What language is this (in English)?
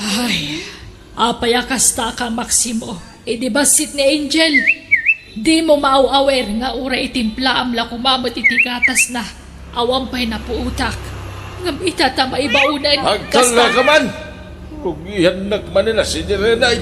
Iloko